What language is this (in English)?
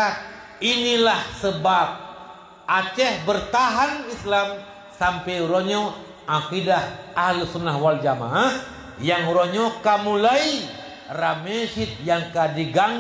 Achinese